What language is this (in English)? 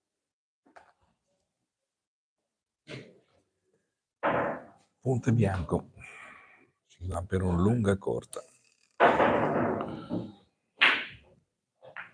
Italian